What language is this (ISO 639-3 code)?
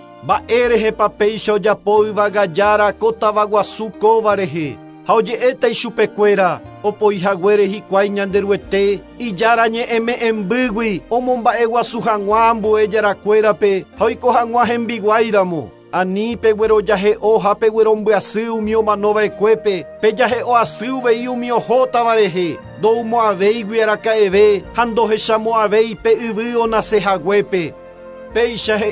grn